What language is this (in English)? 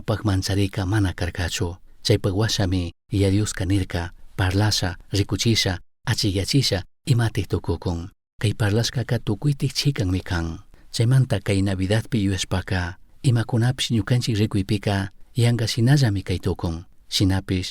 Chimborazo Highland Quichua